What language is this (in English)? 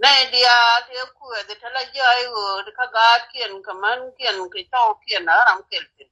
Nuer